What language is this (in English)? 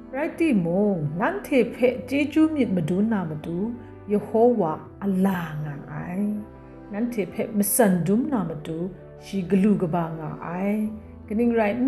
Kachin